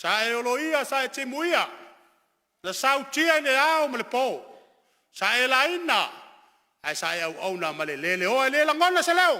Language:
Samoan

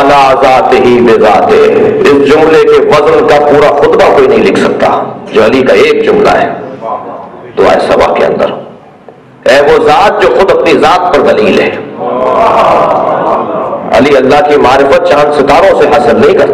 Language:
Urdu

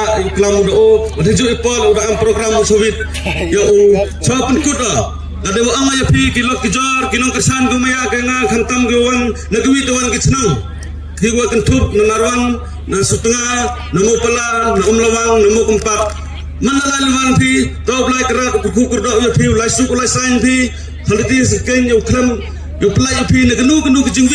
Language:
Khasi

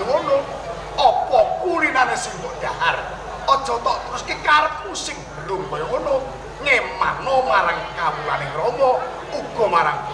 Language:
Javanese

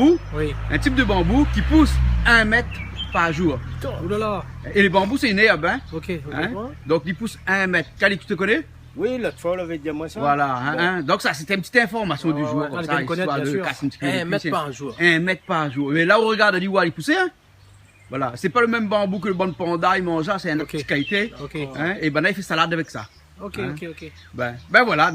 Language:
Réunion Creole French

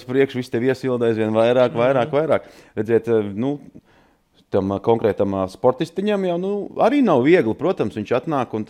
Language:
Latvian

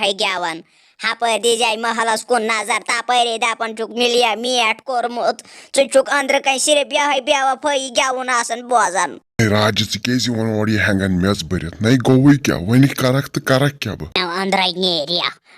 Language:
Kashmiri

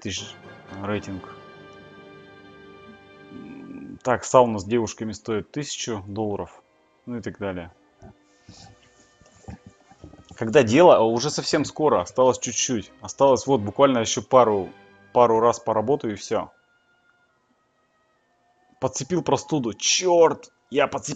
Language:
Russian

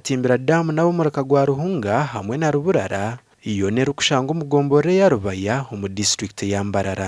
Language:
Nyankole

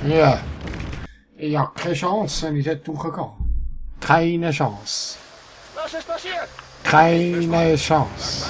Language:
Swiss German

